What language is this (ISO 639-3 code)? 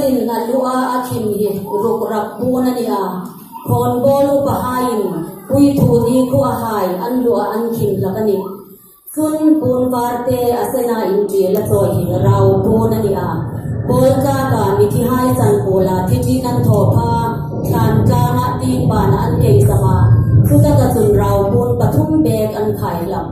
hmr